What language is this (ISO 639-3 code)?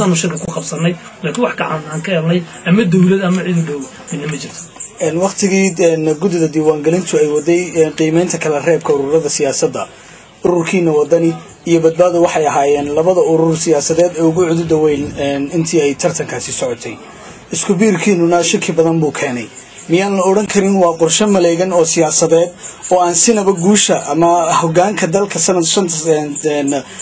som